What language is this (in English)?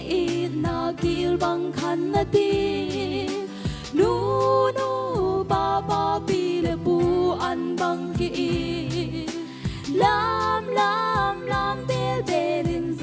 Tedim Chin